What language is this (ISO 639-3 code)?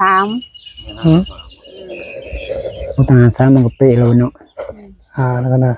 tts